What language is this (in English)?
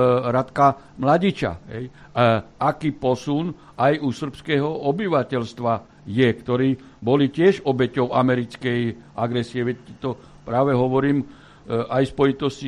Slovak